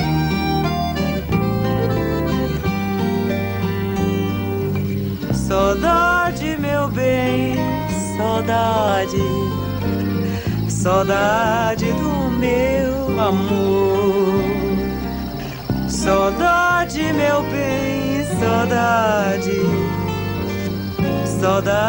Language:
Portuguese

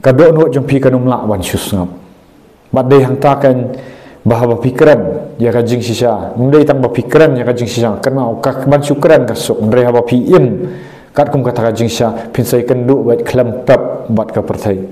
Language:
Khasi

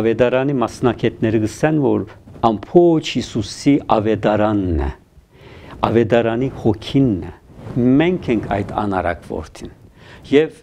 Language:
Armenian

